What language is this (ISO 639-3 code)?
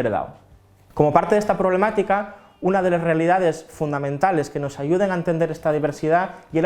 ast